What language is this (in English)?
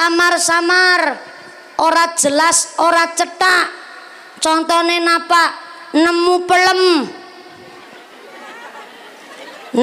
Javanese